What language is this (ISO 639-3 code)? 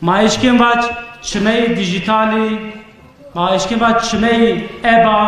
zza